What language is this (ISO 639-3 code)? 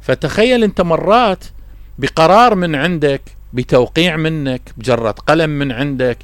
acm